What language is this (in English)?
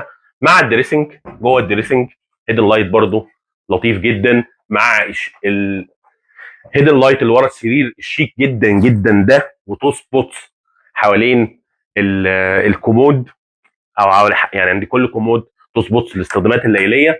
Egyptian Arabic